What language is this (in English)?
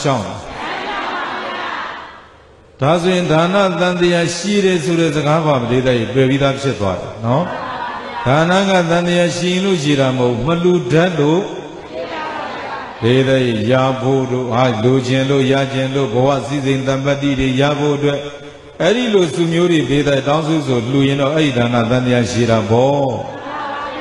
Burmese